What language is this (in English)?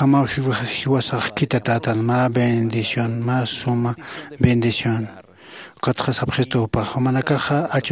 Aymara